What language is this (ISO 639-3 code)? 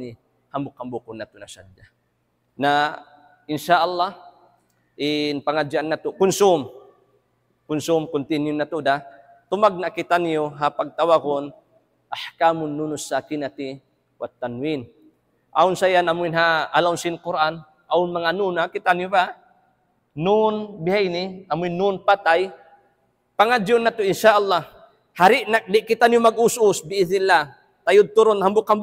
tsg